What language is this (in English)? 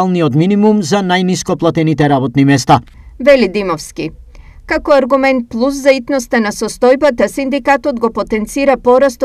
Macedonian